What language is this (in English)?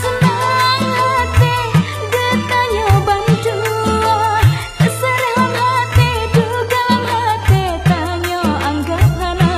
Achinese